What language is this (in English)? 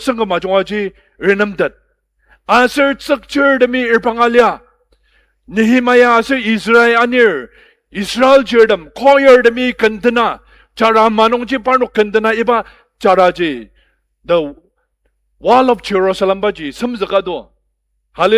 Ao Naga